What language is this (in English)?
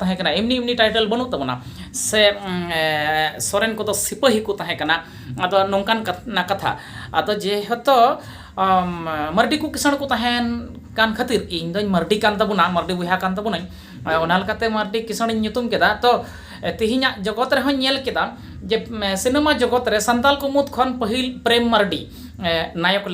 Santali